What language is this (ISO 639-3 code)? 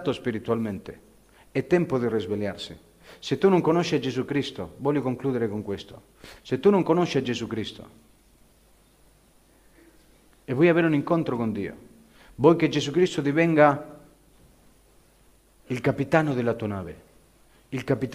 ita